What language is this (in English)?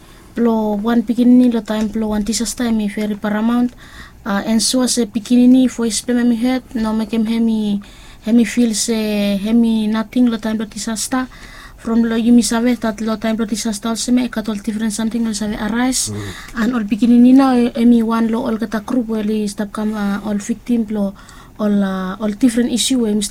Bislama